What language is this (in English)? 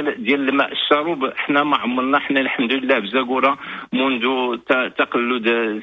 Moroccan Arabic